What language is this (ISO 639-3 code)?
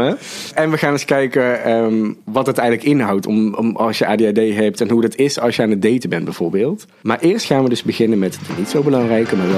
nld